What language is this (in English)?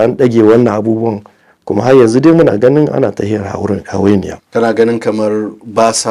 Hausa